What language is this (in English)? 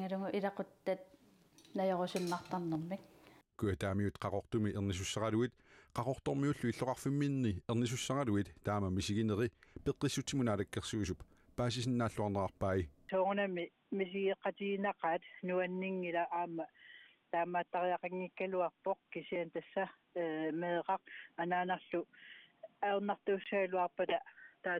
Kalaallisut